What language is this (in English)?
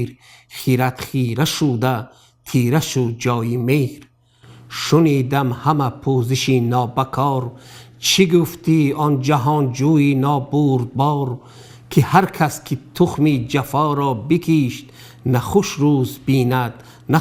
Tajik